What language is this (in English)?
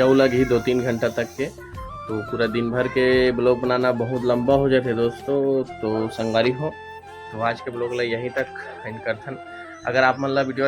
Chhattisgarhi